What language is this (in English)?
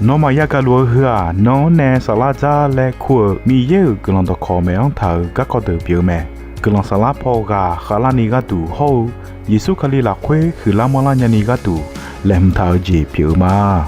Akha